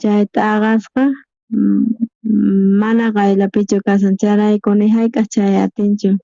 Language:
South Bolivian Quechua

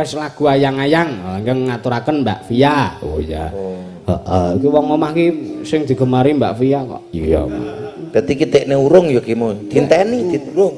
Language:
Javanese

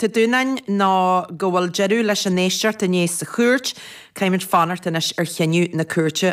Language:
Irish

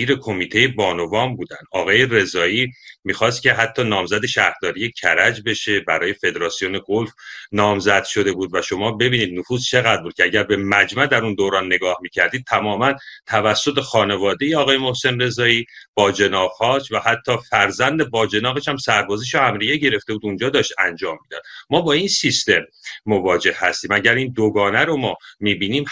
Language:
Persian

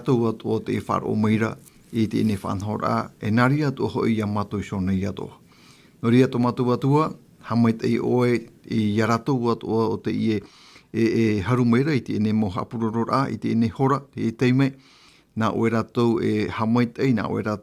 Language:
Tahitian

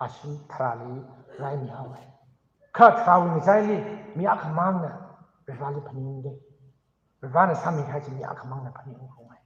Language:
Tangkhul Naga (India)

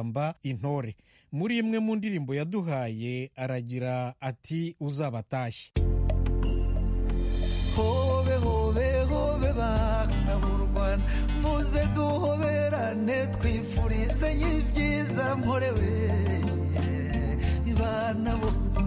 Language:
Kinyarwanda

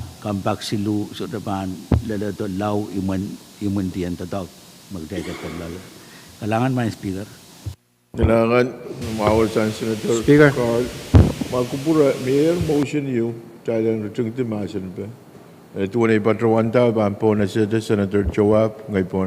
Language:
Pohnpeian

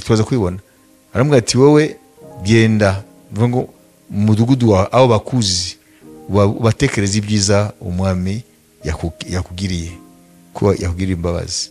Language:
Kinyarwanda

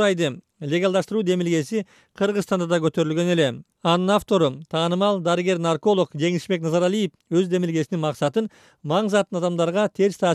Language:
Kyrgyz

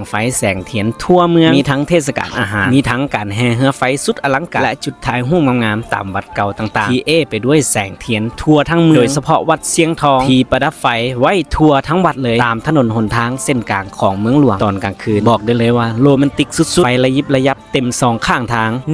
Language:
Lao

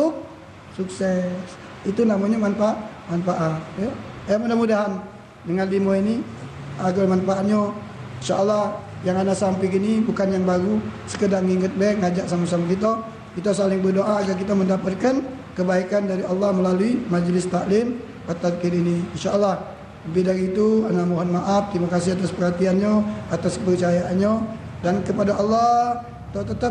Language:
Musi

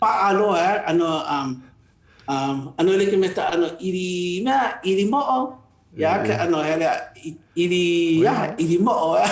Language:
Hawaiian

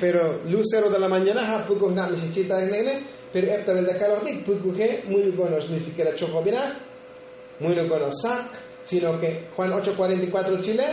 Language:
Tzotzil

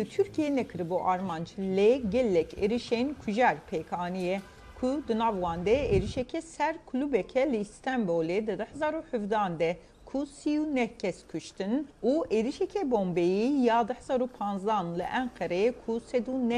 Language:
Kurdish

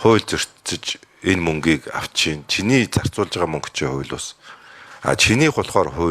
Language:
Mongolian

